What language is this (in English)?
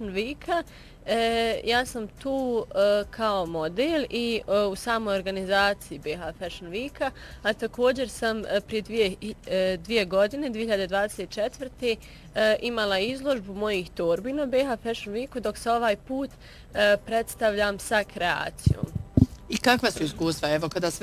Bosnian